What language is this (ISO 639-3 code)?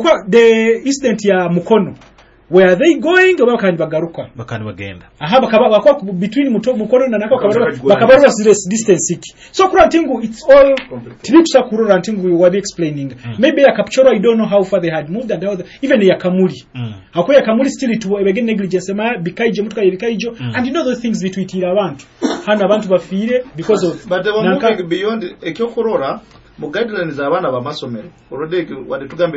nyo